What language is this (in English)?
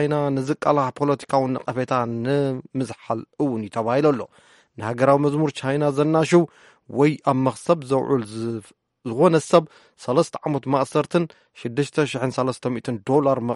Tigrinya